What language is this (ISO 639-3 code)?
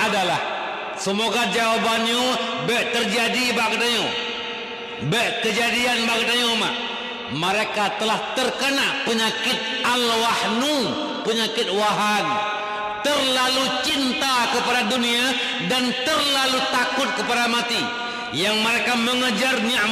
ace